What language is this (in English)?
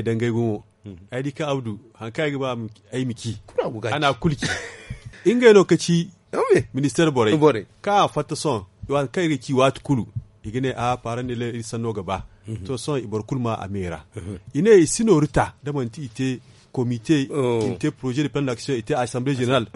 Zarma